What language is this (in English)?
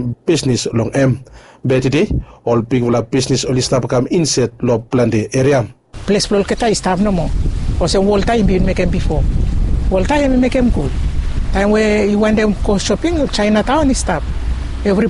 Bislama